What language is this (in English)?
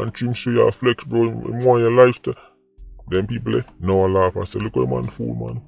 Jamaican Creole English